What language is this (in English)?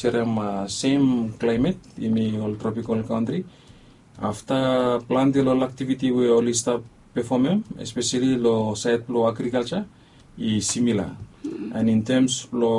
Bislama